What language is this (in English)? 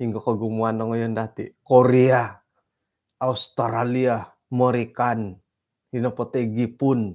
Central Dusun